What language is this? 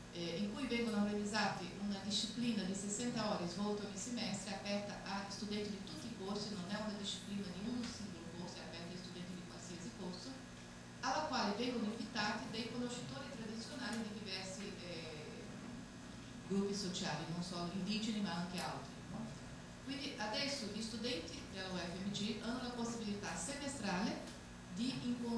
Italian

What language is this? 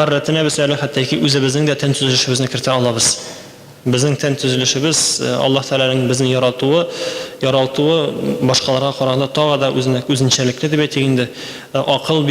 Tatar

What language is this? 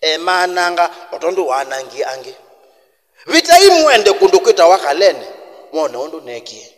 Kamba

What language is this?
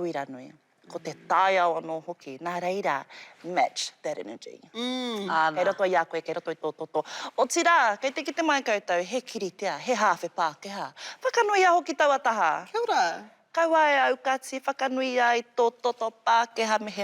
Māori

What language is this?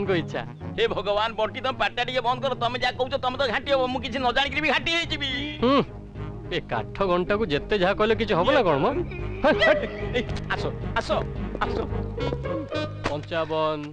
Odia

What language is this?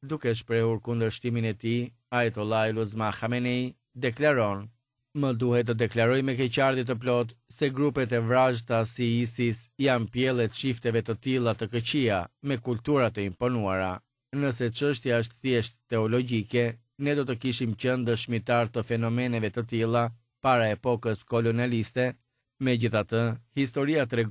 Albanian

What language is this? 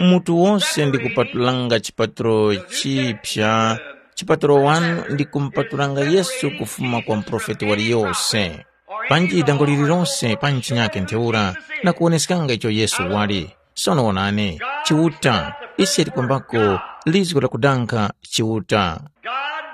Tumbuka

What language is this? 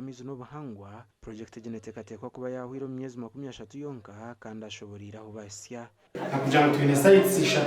Nyankole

